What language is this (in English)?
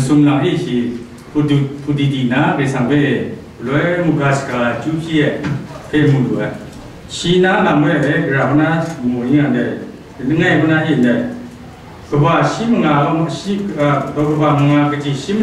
Kachin